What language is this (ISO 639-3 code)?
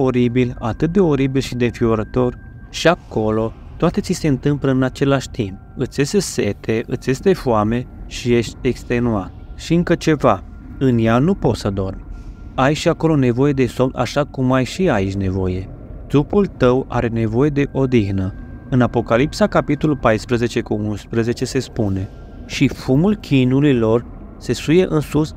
ron